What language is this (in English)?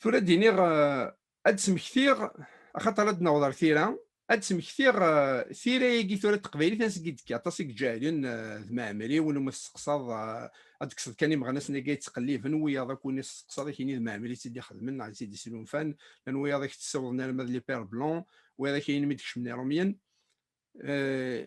Kabyle